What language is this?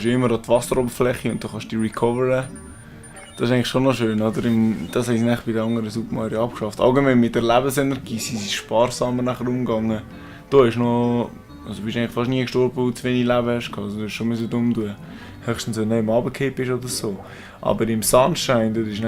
Swiss German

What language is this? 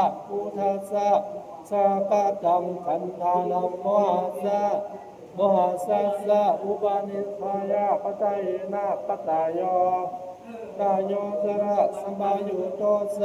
Pali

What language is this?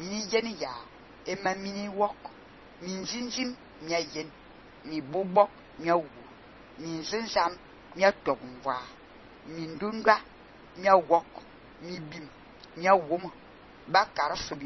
Fang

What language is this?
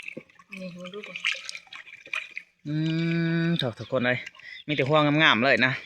Lao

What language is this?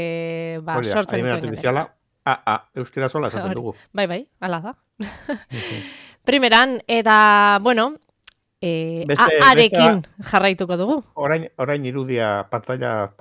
Basque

